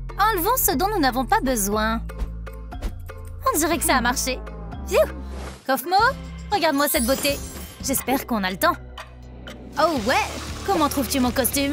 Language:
French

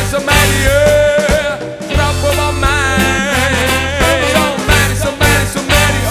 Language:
Sardinian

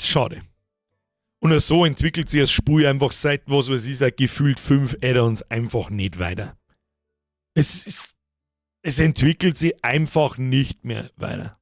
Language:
Bavarian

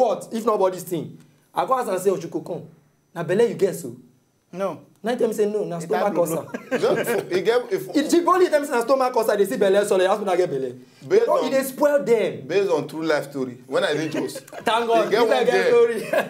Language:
Nigerian Pidgin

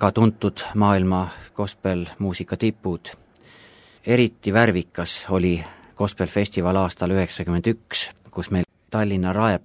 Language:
Estonian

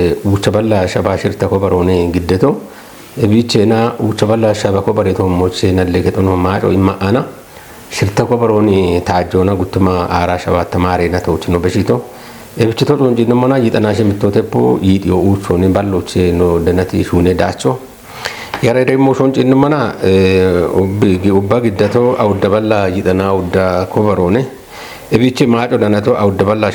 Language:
Kafa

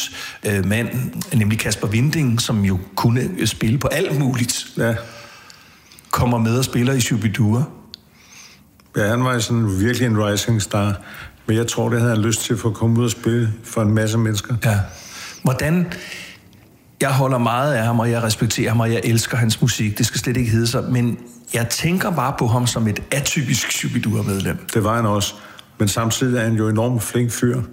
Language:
Danish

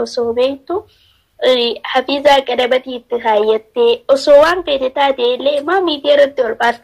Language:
Oromo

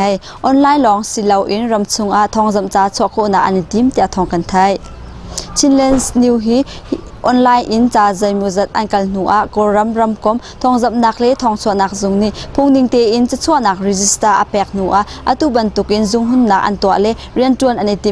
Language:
Hakha Chin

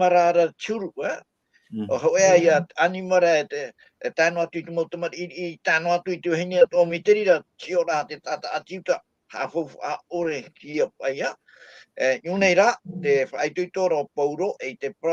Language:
Tahitian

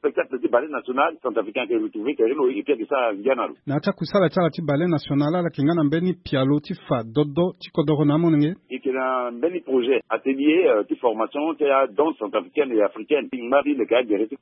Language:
Sango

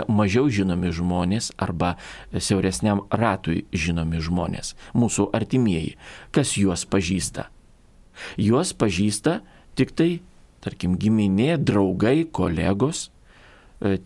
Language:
Lithuanian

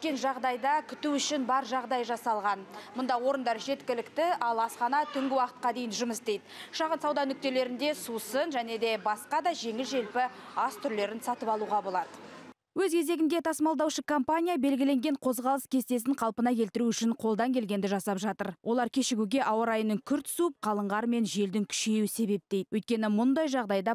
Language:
Kazakh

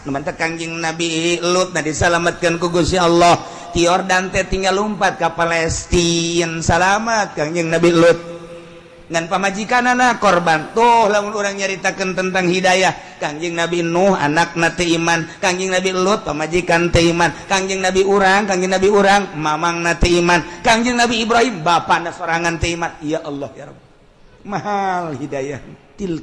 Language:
Sundanese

